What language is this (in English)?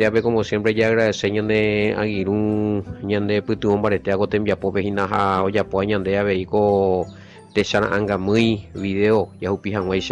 Guarani